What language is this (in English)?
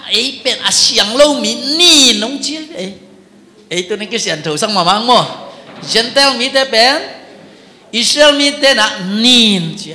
Tedim Chin